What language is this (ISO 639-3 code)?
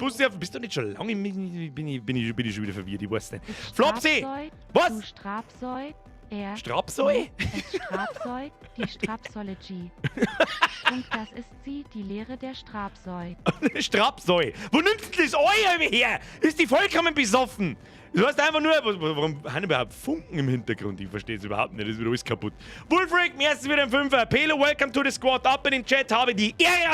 bar